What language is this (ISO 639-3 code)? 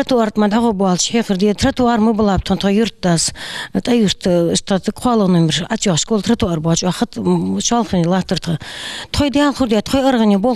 inh